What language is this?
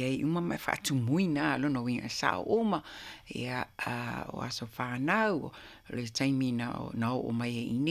Samoan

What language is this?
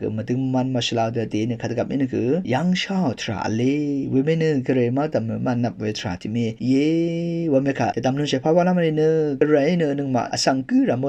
Rawang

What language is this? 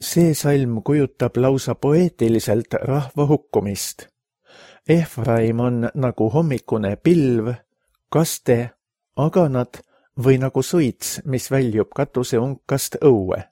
Estonian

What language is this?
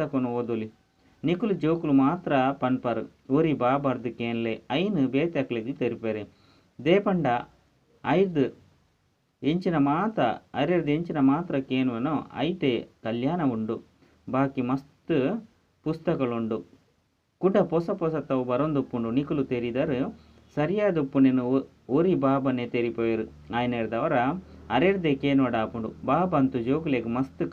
Tulu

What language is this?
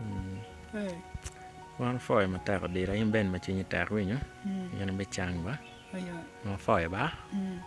Acoli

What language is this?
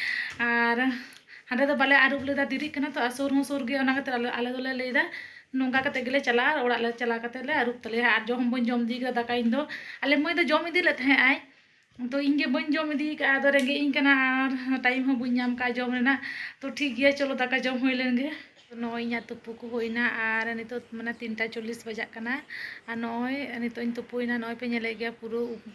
Santali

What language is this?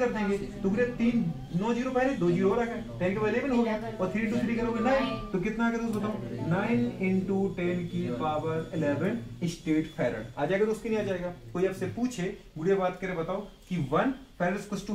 Hindi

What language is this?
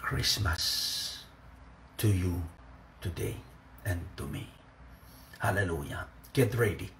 Pohnpeian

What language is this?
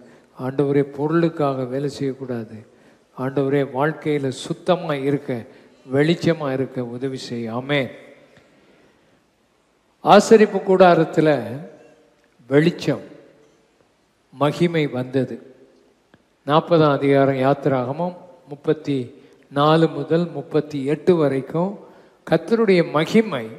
Tamil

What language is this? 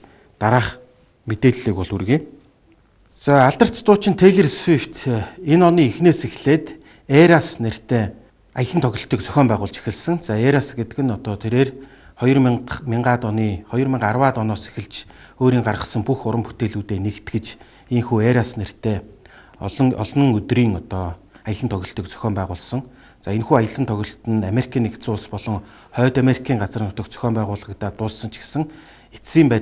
Mongolian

